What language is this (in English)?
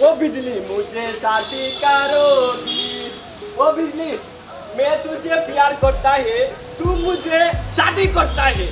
Sylheti